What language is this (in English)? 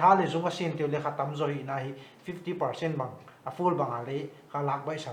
Paite Chin